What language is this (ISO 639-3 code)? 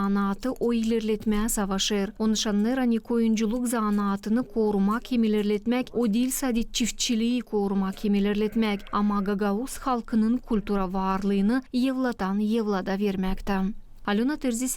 gag